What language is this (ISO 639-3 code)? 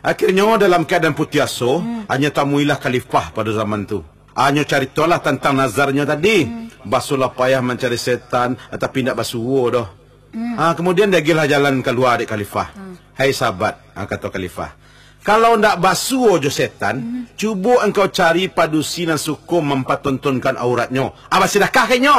min